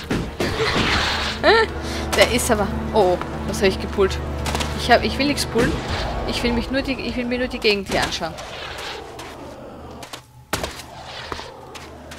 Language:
German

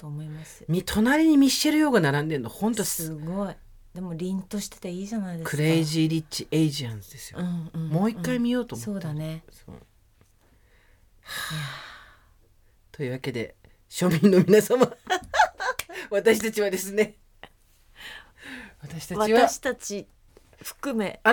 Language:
Japanese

